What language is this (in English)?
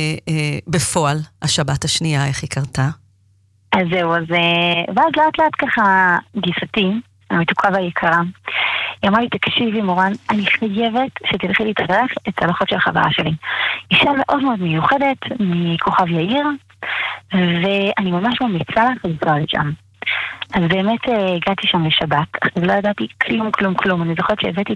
Hebrew